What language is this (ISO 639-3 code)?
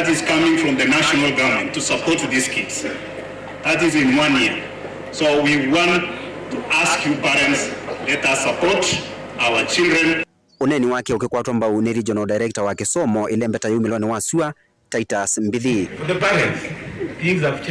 kam